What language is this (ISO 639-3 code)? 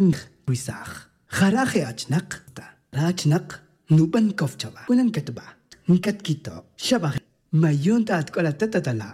tzj